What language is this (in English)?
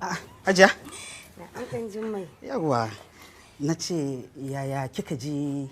Hausa